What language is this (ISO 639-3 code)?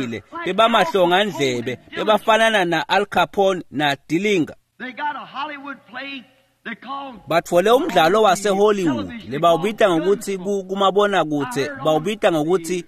ssw